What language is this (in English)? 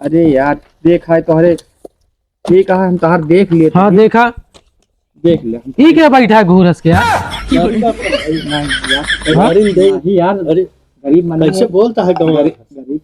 Awadhi